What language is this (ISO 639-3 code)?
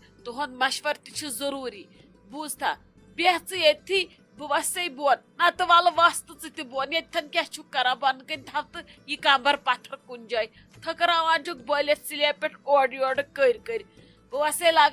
kas